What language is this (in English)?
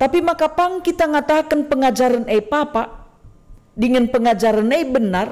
Batak Karo